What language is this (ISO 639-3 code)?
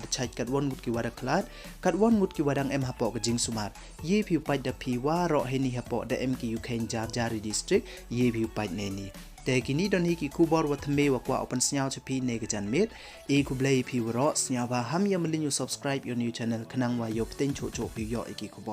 pbv